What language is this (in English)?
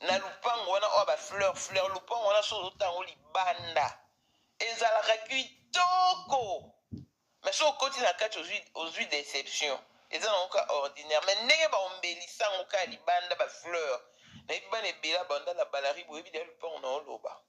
Lingala